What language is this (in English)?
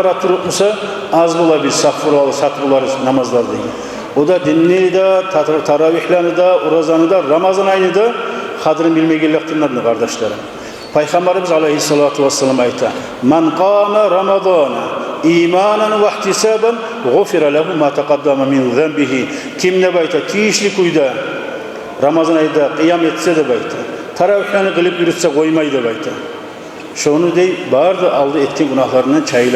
Kumyk